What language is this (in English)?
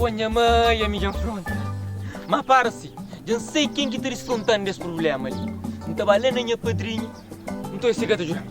Kabuverdianu